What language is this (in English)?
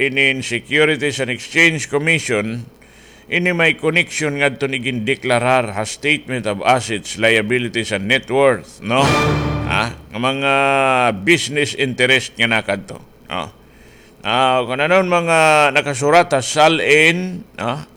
Waray